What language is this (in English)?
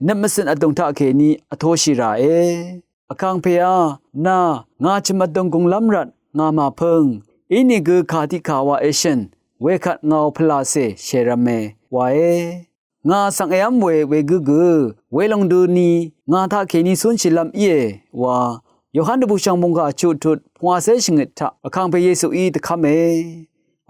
Rawang